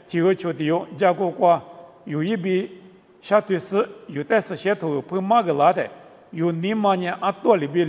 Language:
Lisu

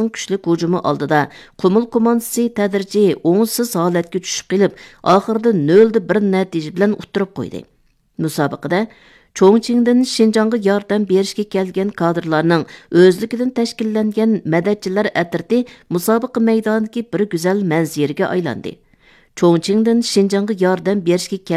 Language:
Uyghur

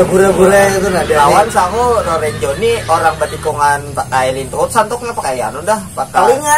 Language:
Banjar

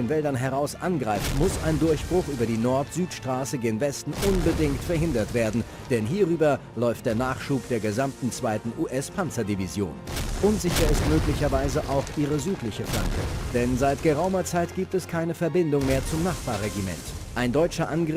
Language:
Bavarian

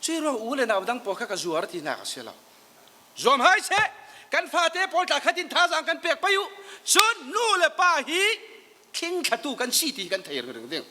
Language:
Falam Chin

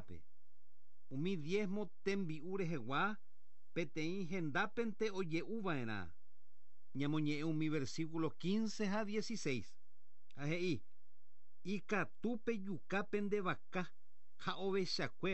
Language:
Guarani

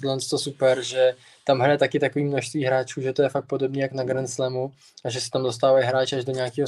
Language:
Czech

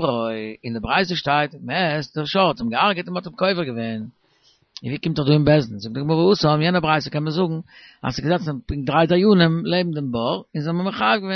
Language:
Yiddish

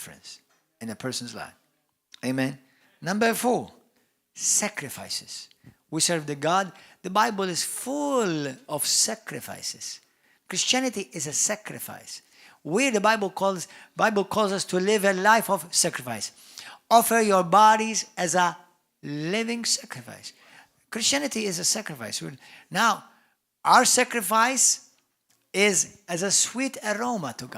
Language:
English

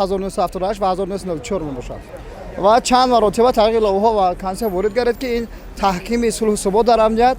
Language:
Tajik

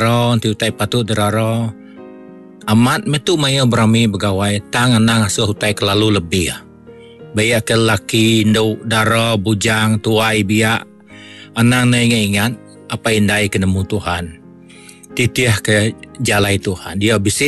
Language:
Iban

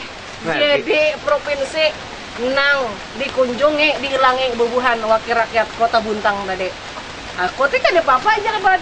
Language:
Banjar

